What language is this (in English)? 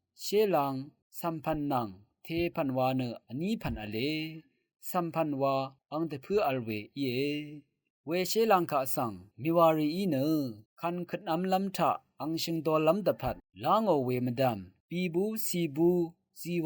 Rawang